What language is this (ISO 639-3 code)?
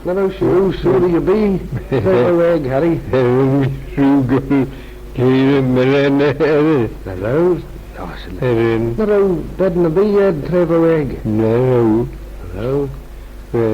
glv